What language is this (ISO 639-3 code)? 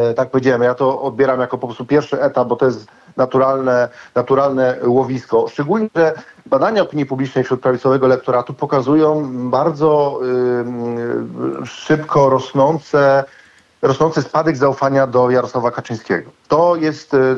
pol